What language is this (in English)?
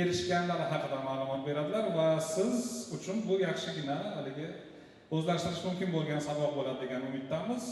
Uzbek